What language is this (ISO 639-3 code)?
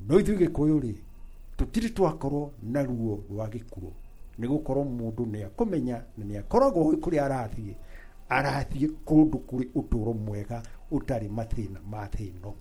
kik